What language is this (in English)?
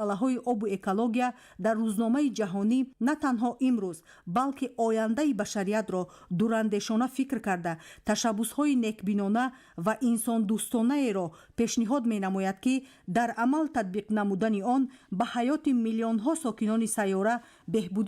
Tajik